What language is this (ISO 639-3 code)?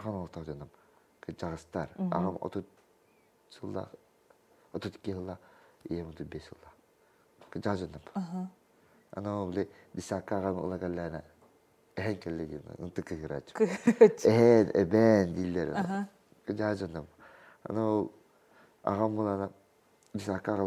sah